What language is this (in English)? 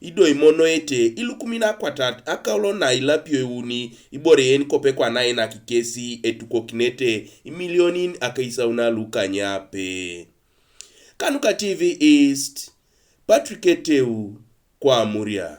Teso